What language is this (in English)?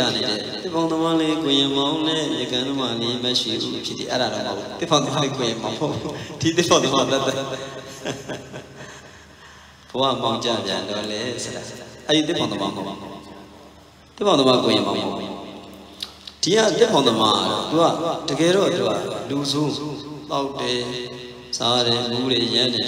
Burmese